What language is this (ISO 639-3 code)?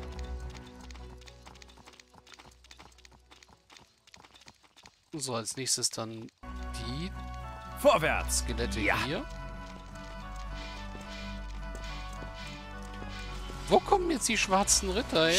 deu